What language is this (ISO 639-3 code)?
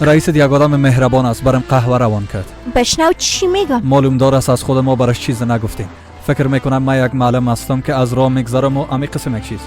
fas